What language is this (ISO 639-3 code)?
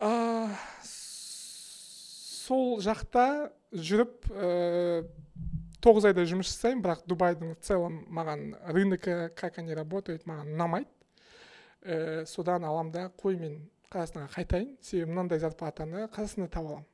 kaz